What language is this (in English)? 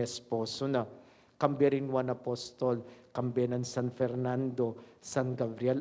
Pampanga